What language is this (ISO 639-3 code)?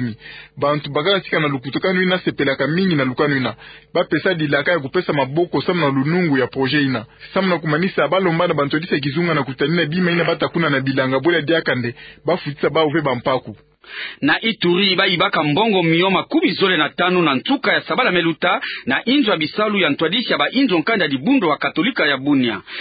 ktu